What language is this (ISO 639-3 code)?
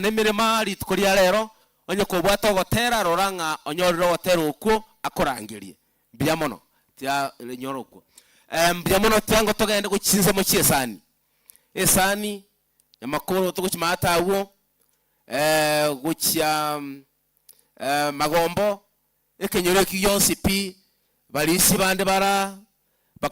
guz